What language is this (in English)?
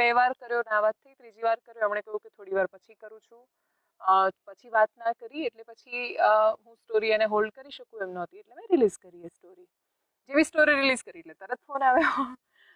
Gujarati